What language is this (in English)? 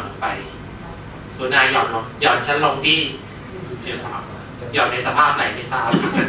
Thai